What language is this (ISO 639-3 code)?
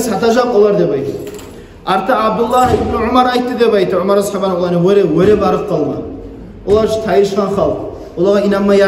kum